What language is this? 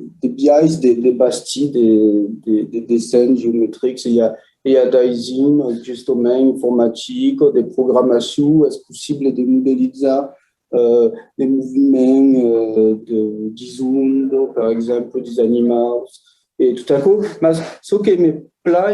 Occitan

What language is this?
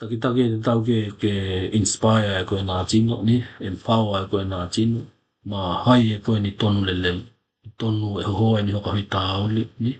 Tokelau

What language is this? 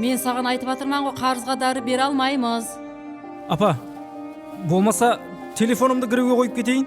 Kara-Kalpak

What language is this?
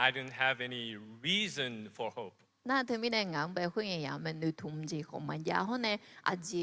Akha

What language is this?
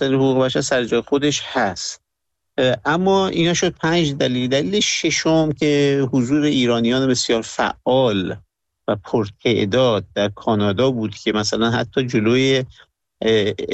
Persian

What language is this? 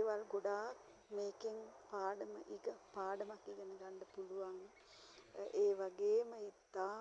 Sinhala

